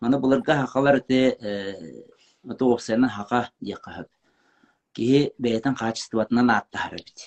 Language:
Yakut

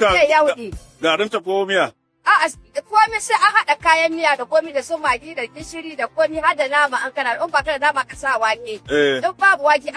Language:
Hausa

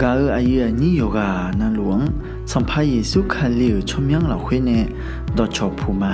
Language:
Akha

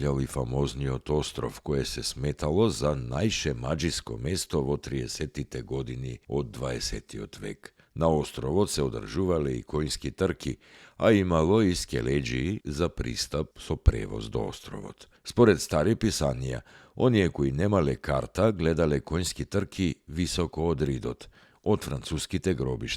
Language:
Macedonian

